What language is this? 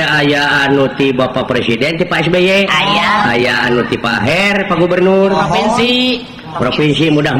Sundanese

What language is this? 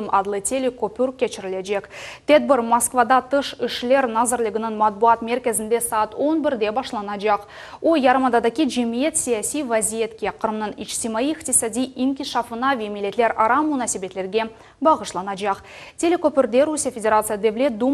Crimean Tatar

